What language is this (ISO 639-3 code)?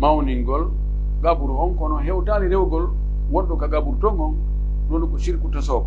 ful